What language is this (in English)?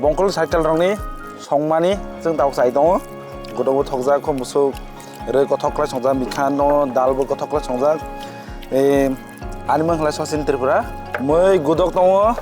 Kok Borok